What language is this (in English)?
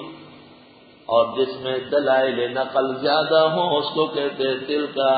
Urdu